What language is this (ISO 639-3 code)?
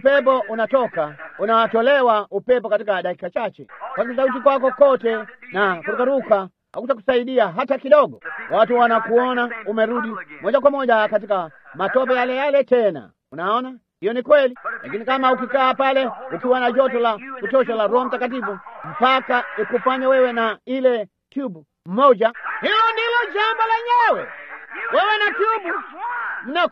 swa